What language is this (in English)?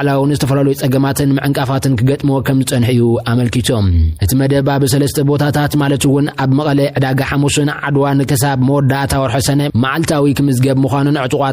Tigrinya